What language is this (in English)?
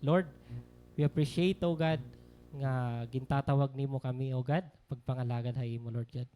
Waray